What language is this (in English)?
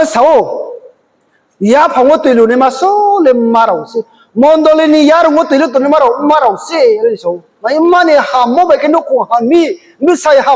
Riang (India)